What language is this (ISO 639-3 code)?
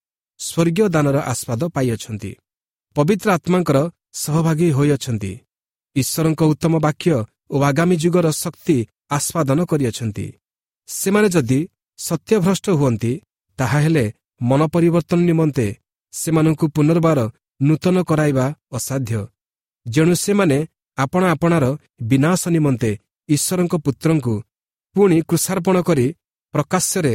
ori